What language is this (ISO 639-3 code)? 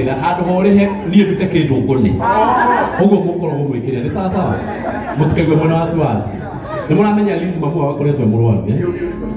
kik